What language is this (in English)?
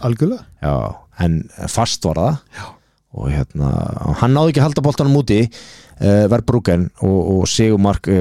Icelandic